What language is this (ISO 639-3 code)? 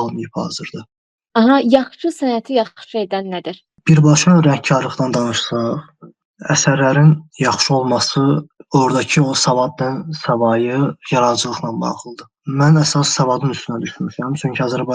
aze